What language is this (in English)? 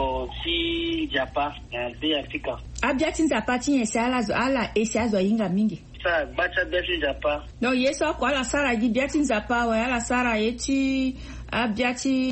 Sango